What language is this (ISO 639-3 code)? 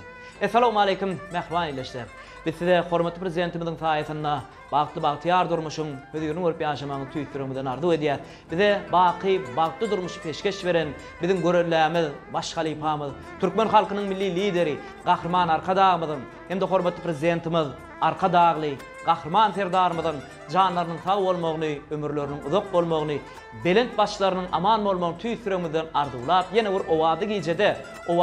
tuk